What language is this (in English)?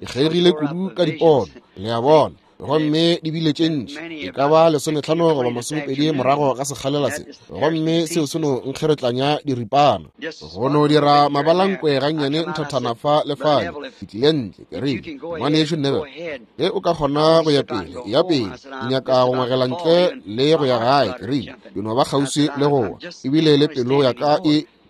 Northern Sotho